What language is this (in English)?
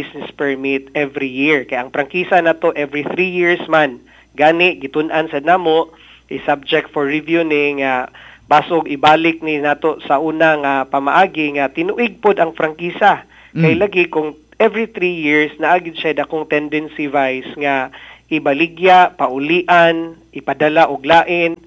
Cebuano